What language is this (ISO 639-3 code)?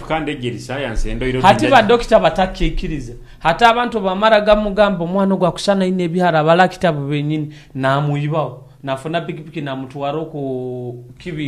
nyo